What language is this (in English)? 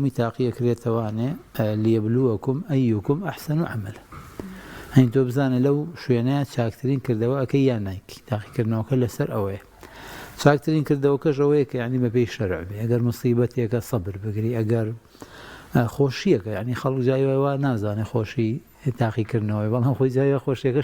Central Kurdish